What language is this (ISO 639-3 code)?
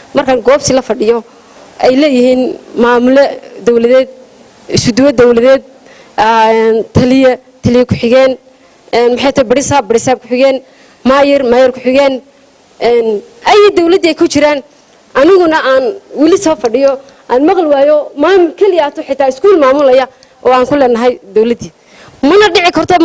som